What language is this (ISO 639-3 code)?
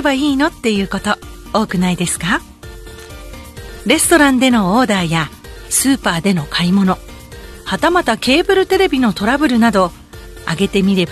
jpn